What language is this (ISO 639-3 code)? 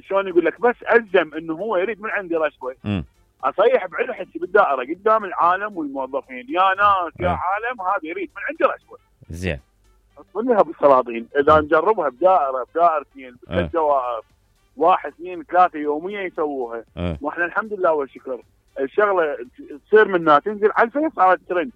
acm